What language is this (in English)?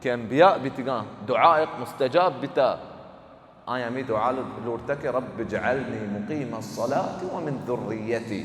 Baluchi